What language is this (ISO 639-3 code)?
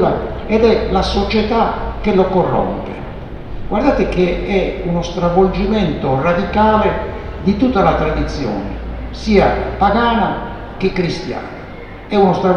ita